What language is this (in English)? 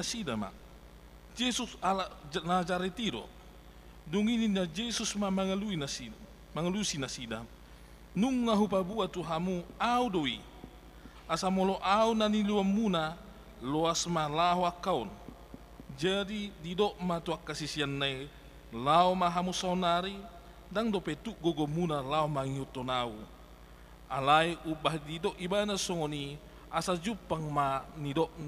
Batak Toba